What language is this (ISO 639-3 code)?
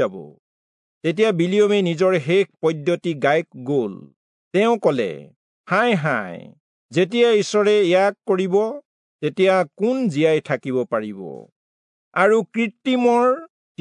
asm